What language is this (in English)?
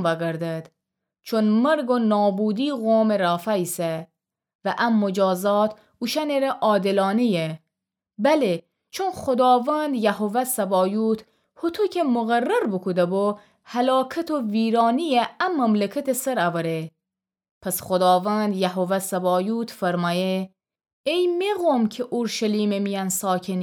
Gilaki